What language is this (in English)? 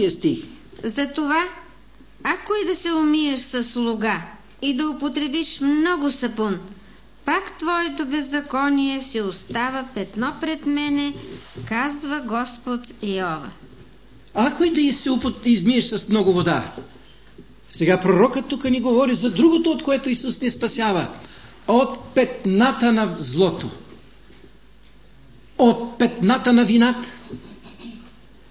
Bulgarian